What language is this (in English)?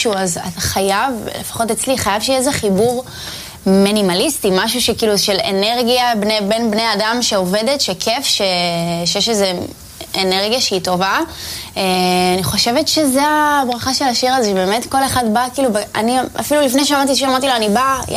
Hebrew